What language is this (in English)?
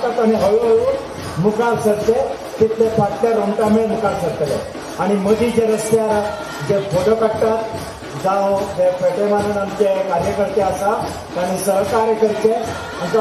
Konkani